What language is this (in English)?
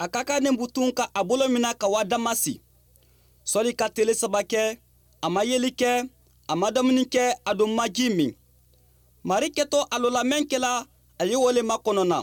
Mandingo